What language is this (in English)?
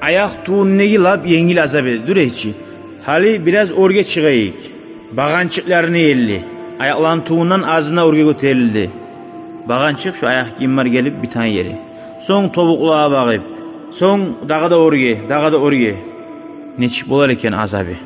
Kumyk